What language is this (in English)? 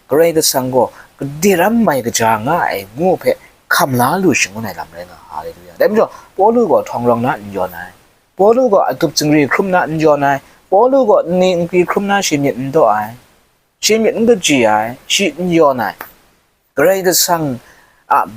Kachin